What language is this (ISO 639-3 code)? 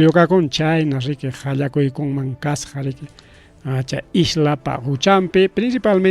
quy